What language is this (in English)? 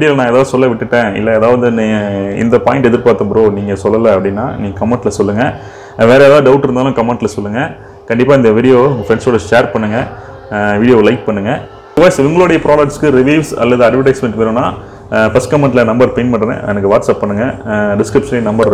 Tamil